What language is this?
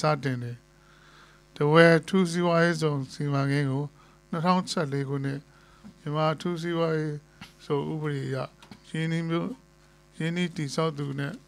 Burmese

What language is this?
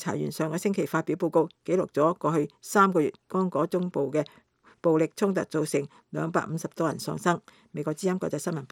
Cantonese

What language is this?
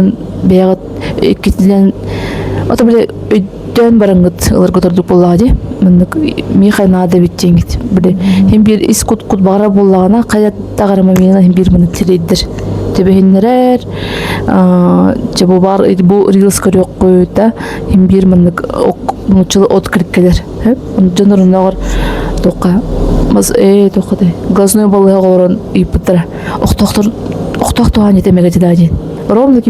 Yakut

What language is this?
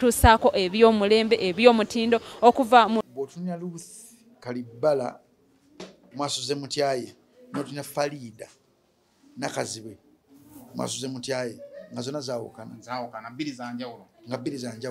Ganda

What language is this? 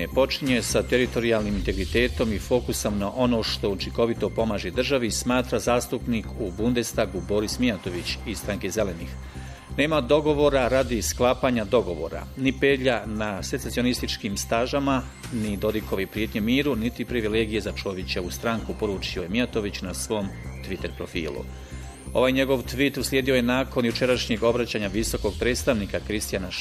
Bosnian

